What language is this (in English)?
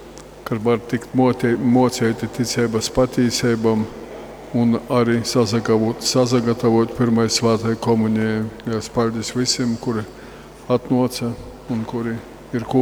Latgalian